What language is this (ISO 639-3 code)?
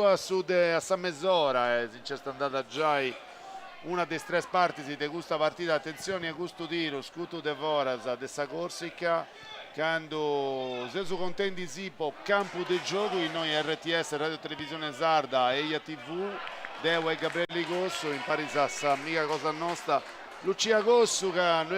srd